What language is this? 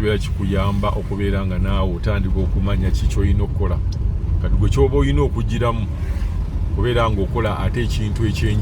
Ganda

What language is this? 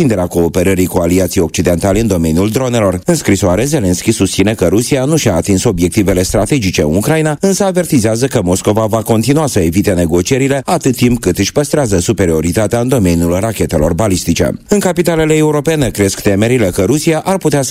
Romanian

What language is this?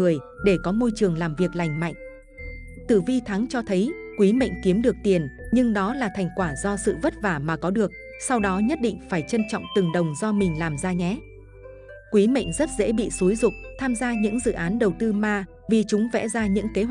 Vietnamese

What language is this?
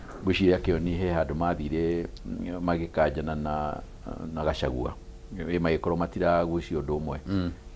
Kikuyu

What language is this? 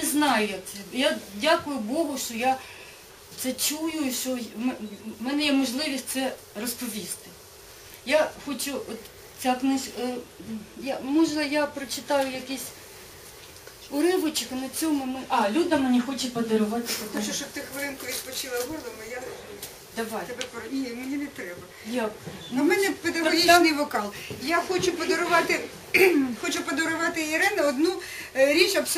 Ukrainian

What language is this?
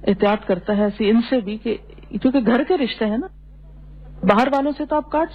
Urdu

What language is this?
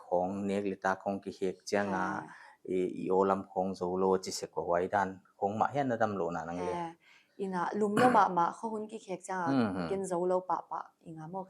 Paite Chin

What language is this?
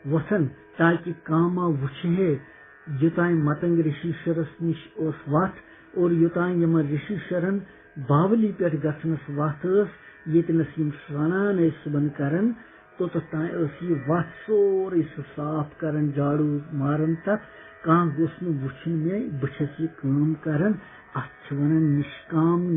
Kashmiri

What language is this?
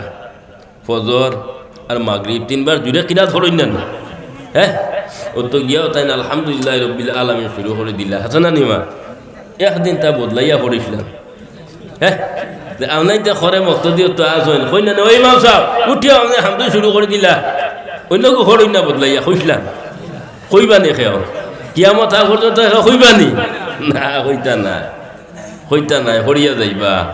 Sylheti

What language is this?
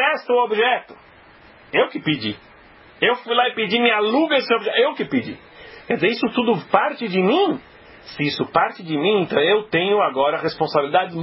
Portuguese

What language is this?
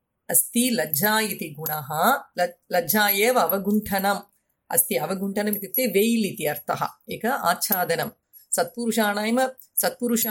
Sanskrit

